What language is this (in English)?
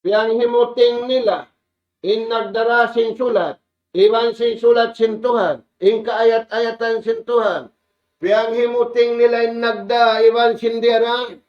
Tausug